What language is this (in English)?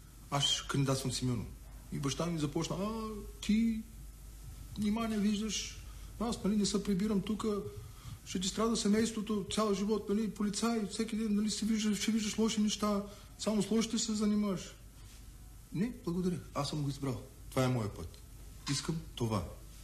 Bulgarian